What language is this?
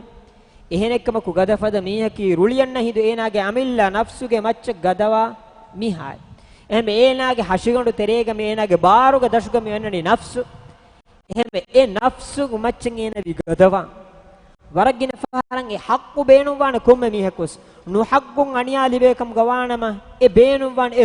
Divehi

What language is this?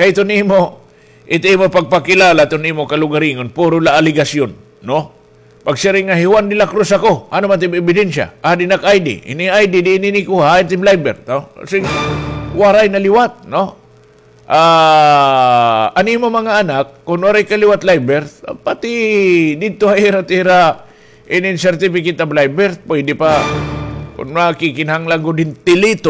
Waray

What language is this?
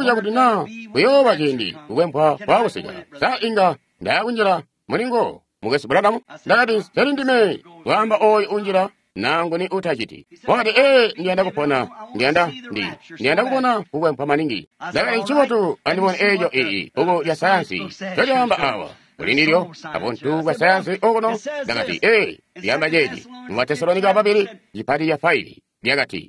Tonga (Zambia)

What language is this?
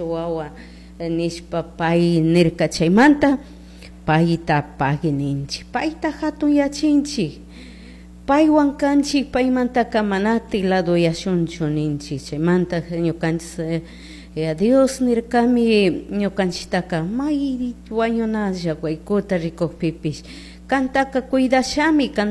Chimborazo Highland Quichua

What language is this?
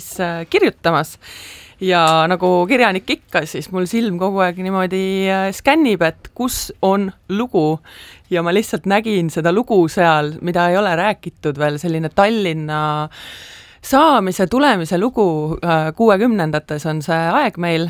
Estonian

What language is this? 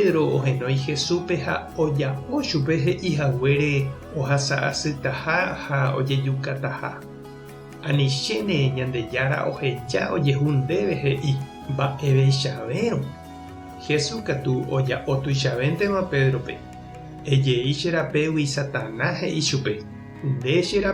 Guarani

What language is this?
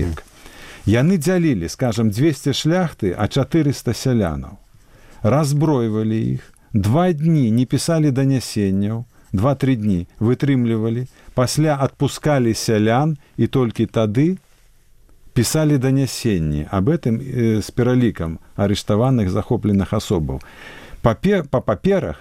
Belarusian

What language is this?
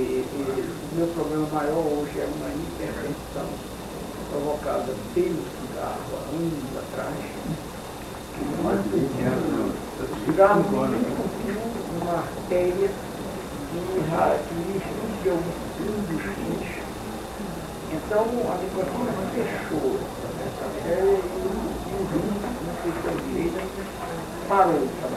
Portuguese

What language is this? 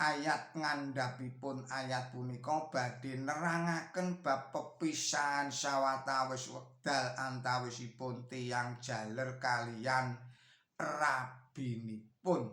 Javanese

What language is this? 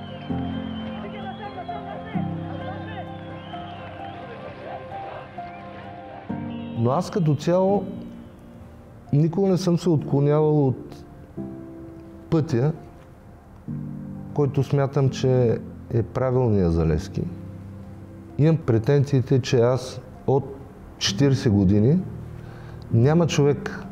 Bulgarian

